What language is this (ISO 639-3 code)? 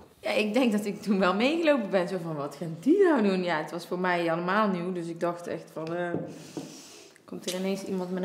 nld